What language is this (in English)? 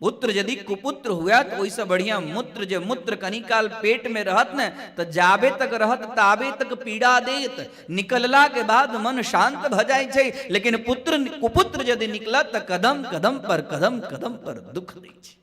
Maithili